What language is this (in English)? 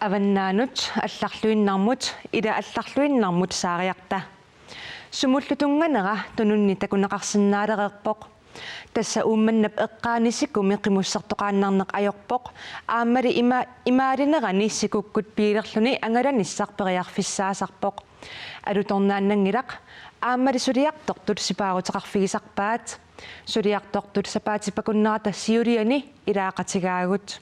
Kalaallisut